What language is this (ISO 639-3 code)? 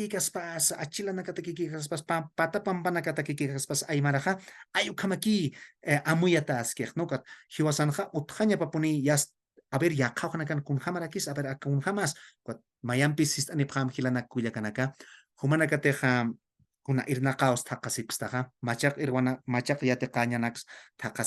aym